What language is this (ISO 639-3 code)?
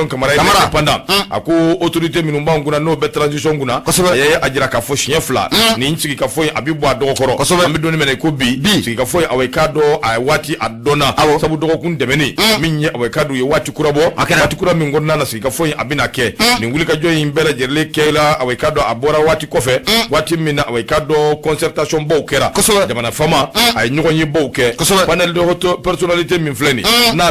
bam